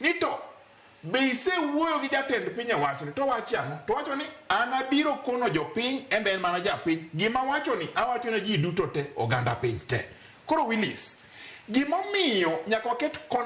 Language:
Luo (Kenya and Tanzania)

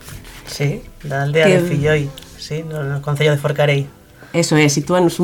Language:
Galician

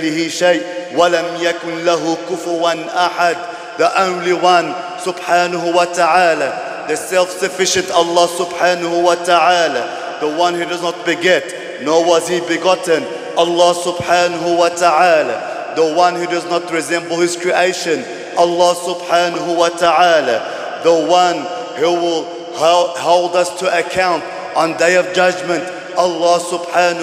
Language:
English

